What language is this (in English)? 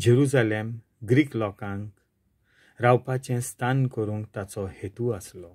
Konkani